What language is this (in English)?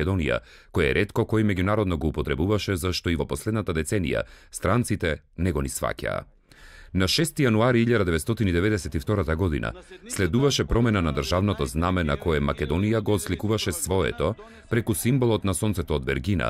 Macedonian